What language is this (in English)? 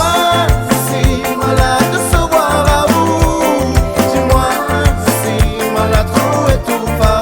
Réunion Creole French